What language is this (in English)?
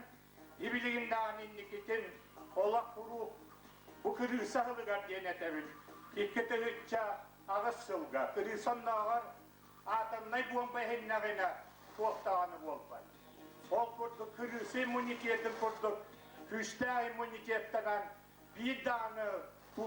Yakut